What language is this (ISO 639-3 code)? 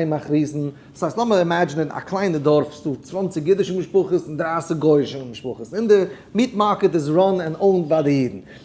yid